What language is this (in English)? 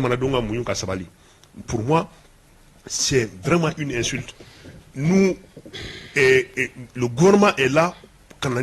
Bambara